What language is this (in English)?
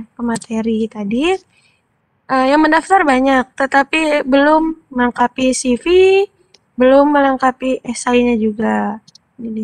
Indonesian